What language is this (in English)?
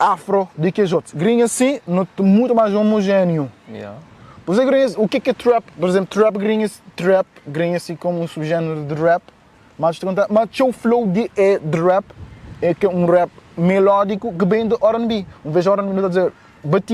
Kabuverdianu